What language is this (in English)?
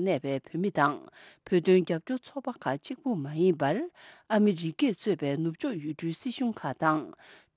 Tibetan